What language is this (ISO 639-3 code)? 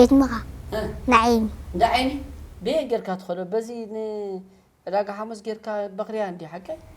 tir